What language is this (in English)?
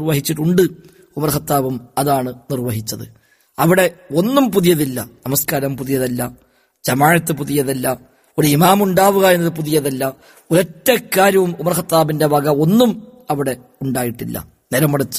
Malayalam